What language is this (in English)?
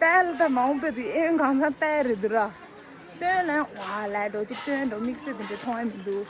Tibetan